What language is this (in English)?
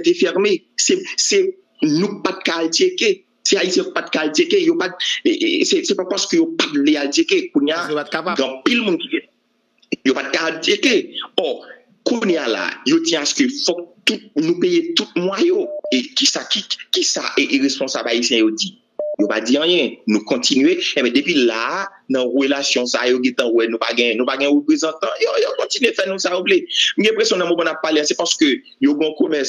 Haitian Creole